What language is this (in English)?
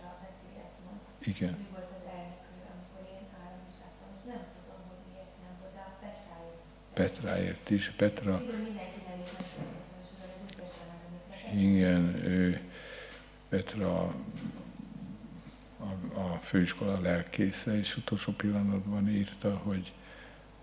Hungarian